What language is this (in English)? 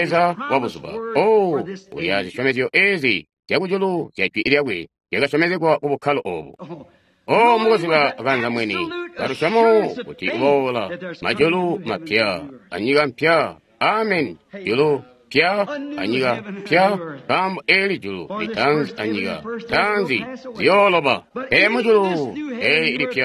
Tonga (Zambia)